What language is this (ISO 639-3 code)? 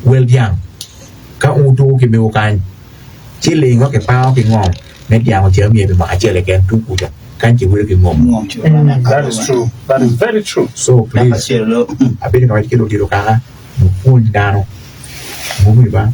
ach